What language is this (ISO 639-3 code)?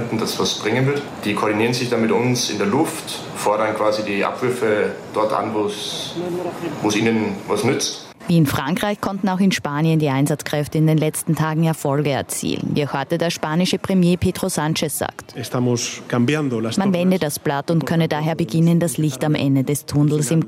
deu